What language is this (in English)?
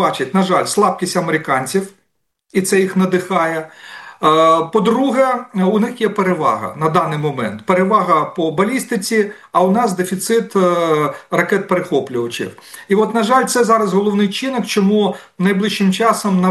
Ukrainian